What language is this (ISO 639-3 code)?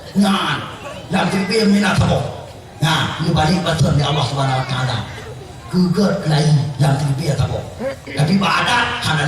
ace